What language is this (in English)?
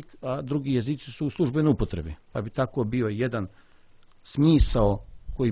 Serbian